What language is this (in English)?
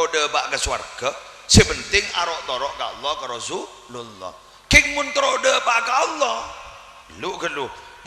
Madurese